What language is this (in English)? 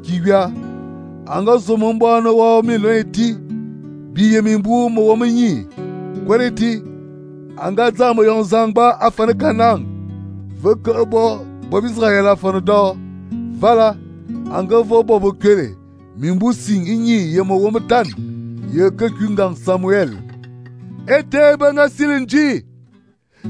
Fang